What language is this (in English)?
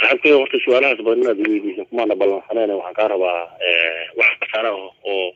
Somali